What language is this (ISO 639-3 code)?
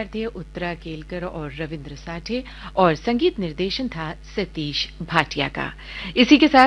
hin